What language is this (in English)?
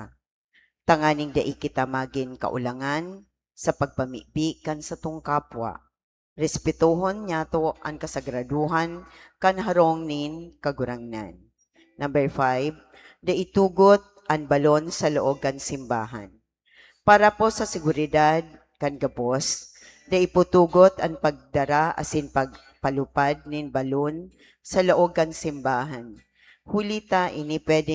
Bikol